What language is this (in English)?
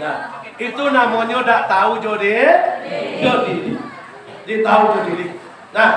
Minangkabau